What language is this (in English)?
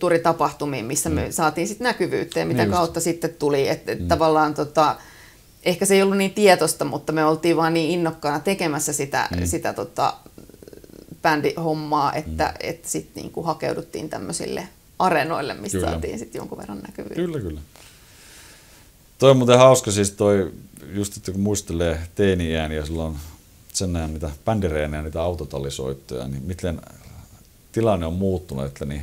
Finnish